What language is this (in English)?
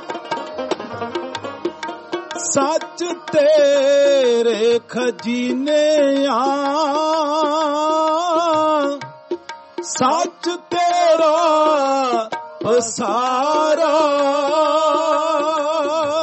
Punjabi